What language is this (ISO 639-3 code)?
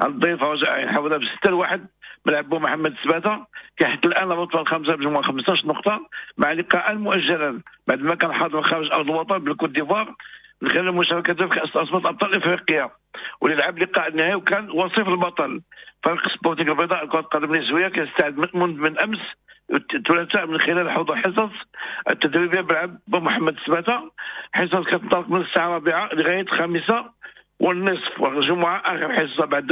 ary